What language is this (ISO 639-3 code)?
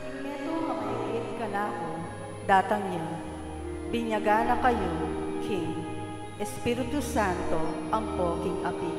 pam